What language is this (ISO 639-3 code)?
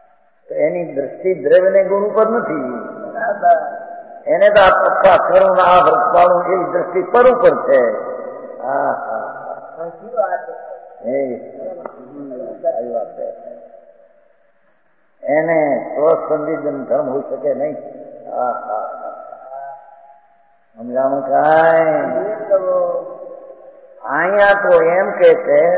guj